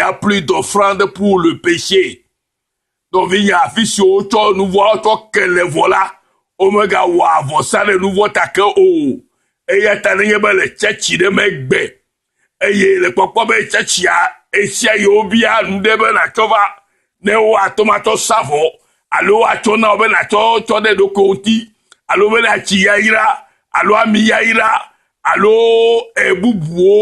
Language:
Ewe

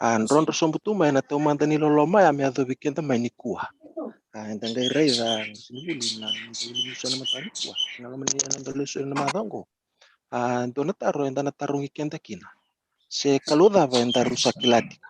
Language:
Fijian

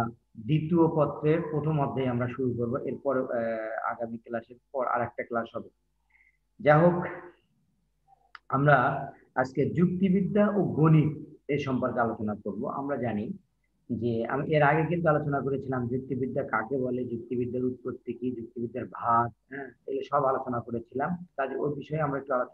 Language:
Bangla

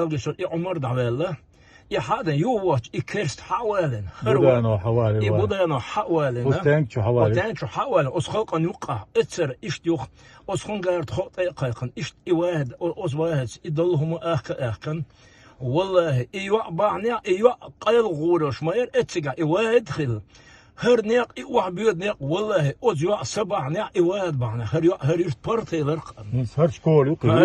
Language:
Chechen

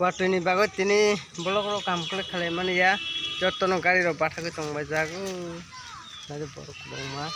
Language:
Kok Borok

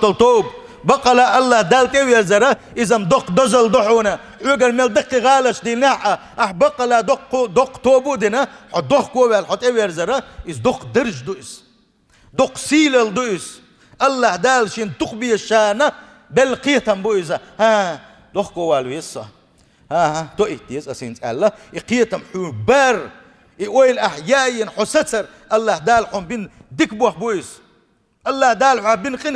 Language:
Chechen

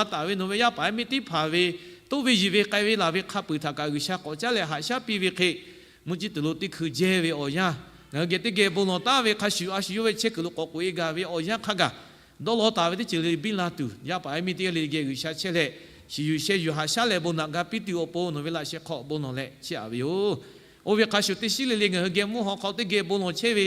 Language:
Lahu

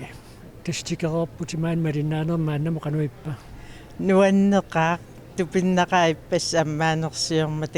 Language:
Kalaallisut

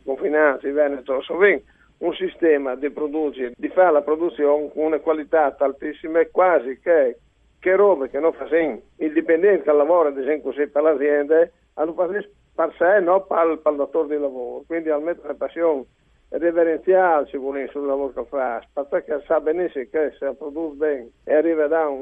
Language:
Friulian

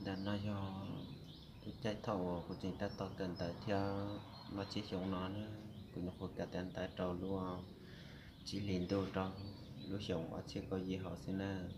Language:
Hmong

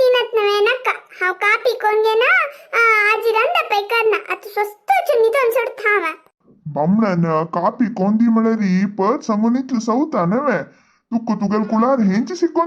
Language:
Konkani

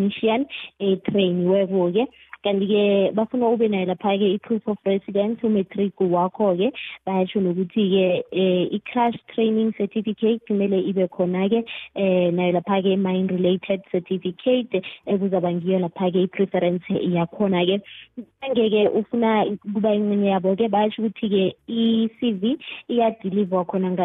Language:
South Ndebele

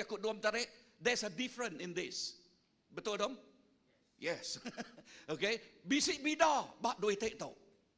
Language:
Iban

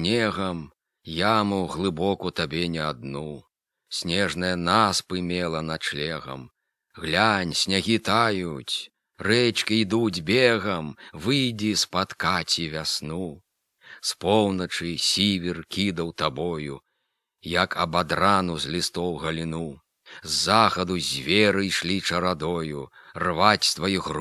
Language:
Belarusian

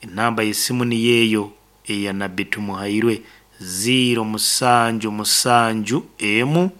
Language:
Nyankole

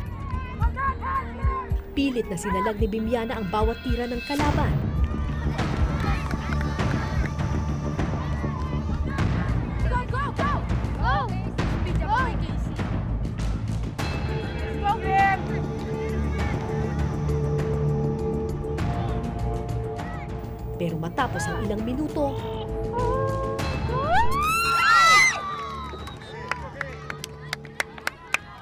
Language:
Filipino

